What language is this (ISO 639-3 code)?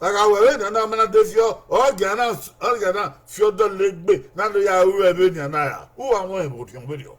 bin